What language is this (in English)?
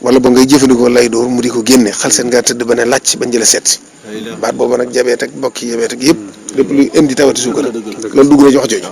Wolof